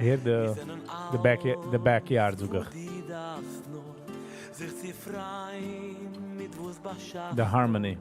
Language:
Yiddish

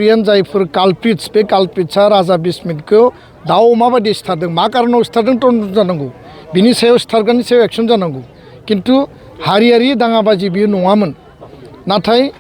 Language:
Bodo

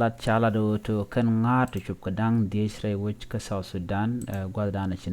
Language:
Nuer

